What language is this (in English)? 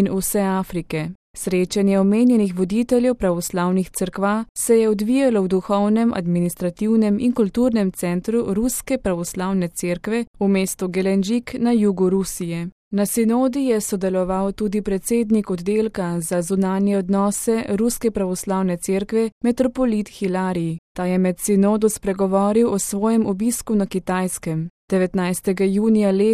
Slovenian